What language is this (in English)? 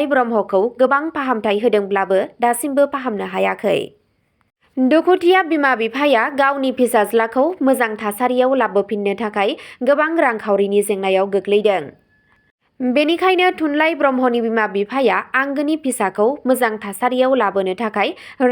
Bodo